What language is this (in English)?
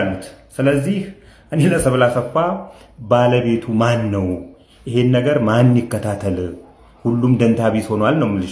Amharic